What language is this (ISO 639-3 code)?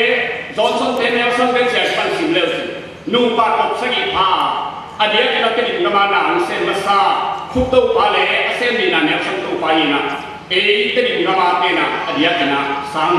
ctd